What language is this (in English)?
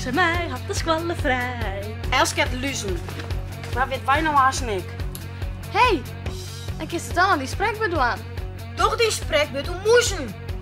Western Frisian